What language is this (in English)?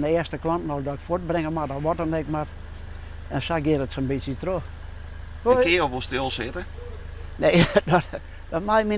Western Frisian